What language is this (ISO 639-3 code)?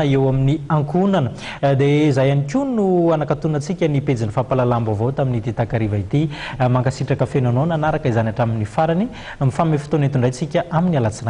mlg